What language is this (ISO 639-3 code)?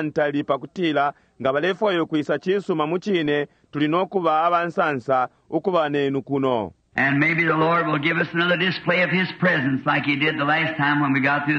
bem